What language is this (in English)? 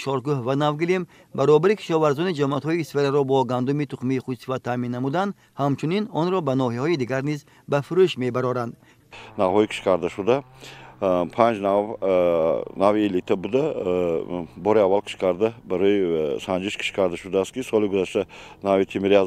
Tajik